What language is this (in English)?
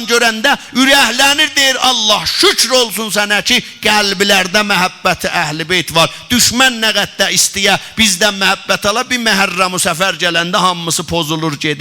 South Azerbaijani